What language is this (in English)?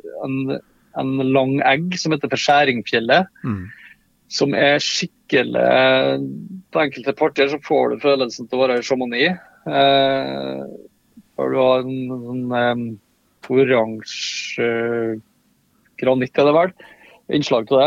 Norwegian